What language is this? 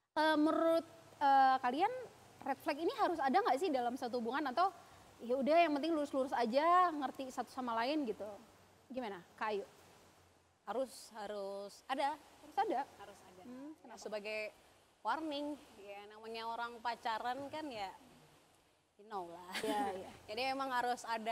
Indonesian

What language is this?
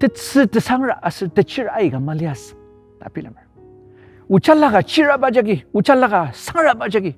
Ao Naga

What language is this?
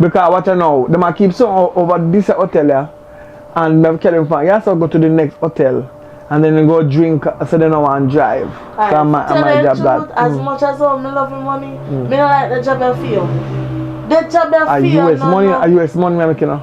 Jamaican Creole English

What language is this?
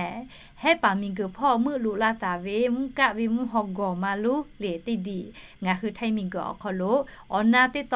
Lahu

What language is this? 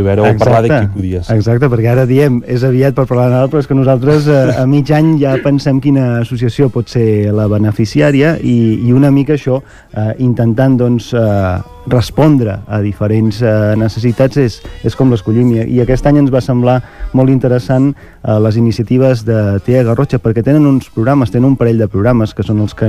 Catalan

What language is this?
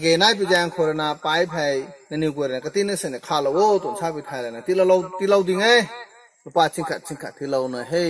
Rongmei Naga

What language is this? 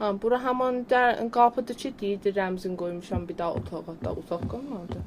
South Azerbaijani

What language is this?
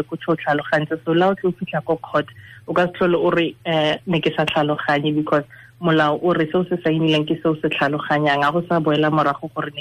Tswana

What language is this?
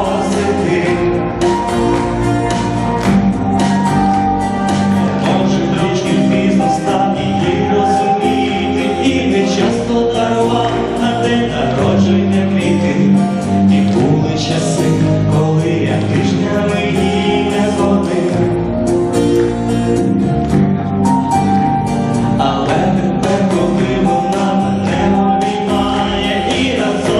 Ukrainian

